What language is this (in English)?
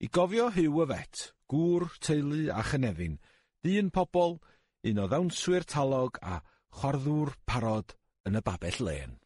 Welsh